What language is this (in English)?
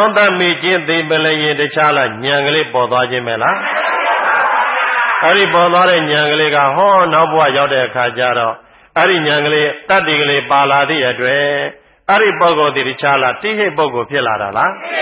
Burmese